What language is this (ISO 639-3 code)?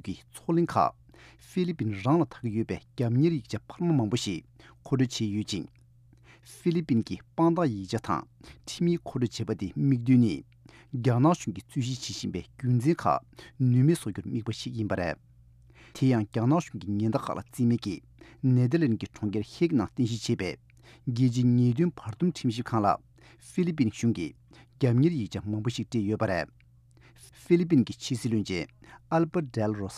bod